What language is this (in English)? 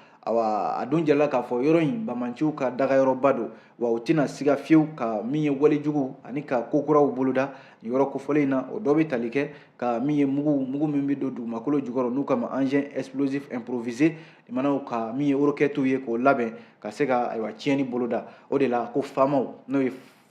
Bambara